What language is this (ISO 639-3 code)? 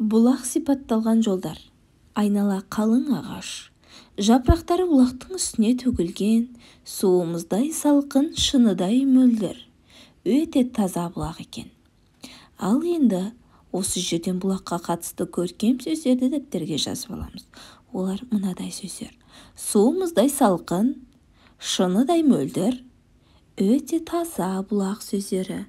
kaz